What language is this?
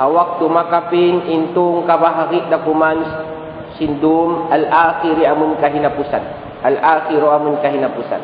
Tausug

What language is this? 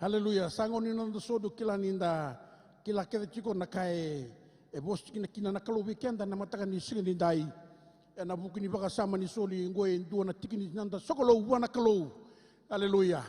Fijian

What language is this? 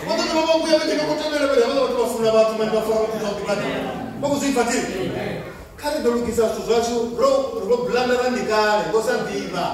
Venda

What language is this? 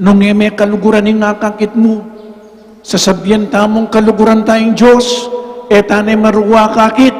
Pampanga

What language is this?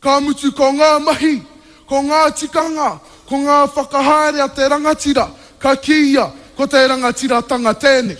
Māori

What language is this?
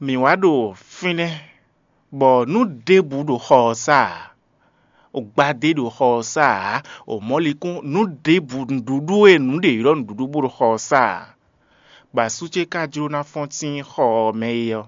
Fon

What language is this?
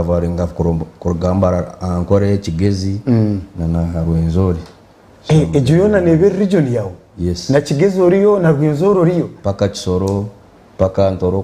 Nyankole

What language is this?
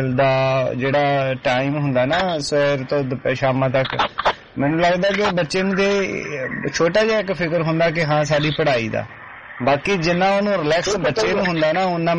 Punjabi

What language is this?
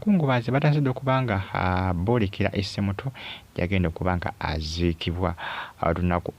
Ganda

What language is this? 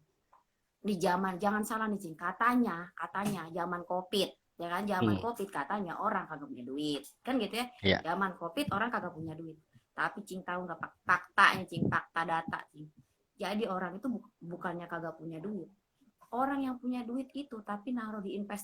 Betawi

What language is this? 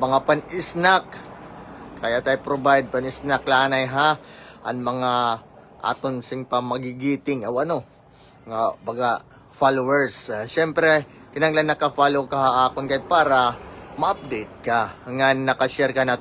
Waray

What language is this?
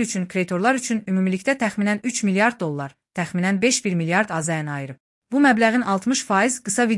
Azerbaijani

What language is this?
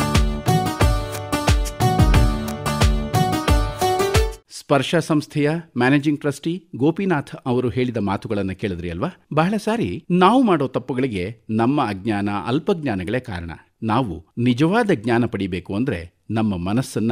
Kannada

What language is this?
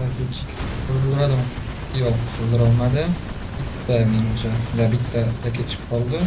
Uzbek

